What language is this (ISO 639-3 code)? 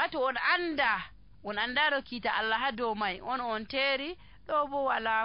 fuv